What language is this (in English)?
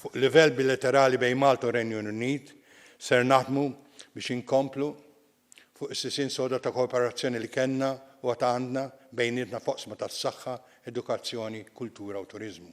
Maltese